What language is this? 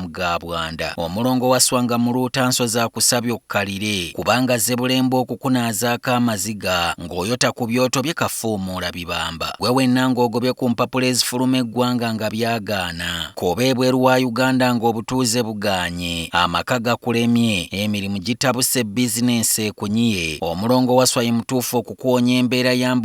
Ganda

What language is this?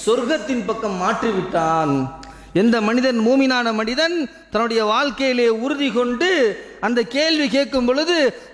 Tamil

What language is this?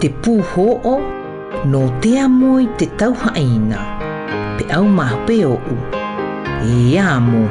South Marquesan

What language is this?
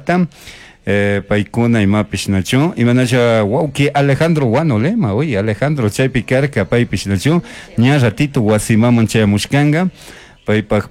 Chimborazo Highland Quichua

